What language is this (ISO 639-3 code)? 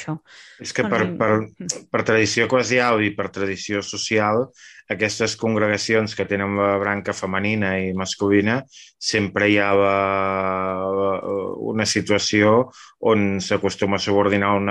cat